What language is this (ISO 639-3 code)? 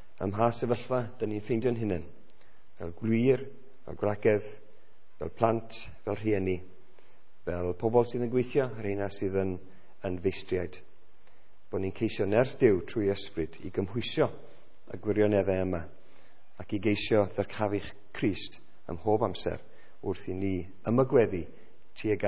cym